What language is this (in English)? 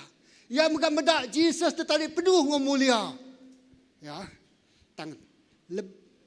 Iban